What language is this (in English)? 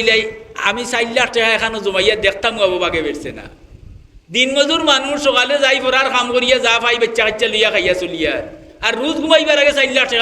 Sylheti